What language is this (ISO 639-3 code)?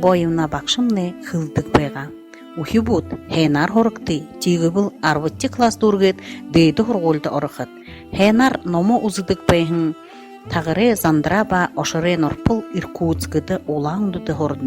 bua